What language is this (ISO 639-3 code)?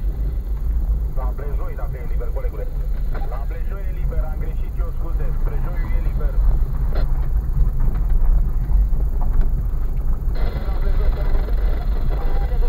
ron